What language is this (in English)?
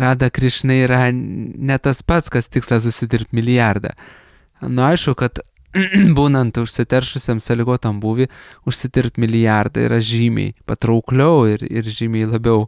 Lithuanian